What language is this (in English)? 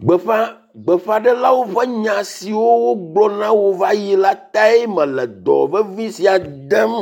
Ewe